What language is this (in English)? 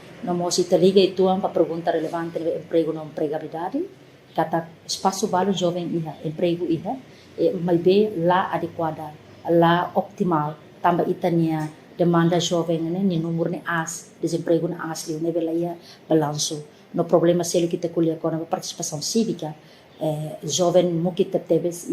Tetum